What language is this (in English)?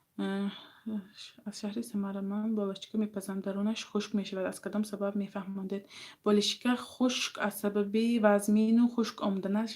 Tajik